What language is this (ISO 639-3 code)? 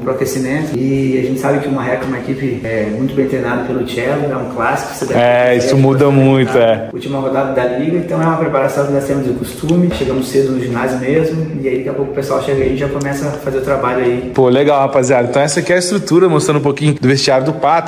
por